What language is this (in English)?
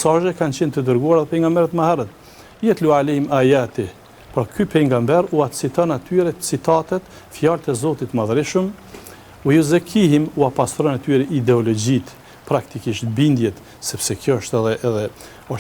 Albanian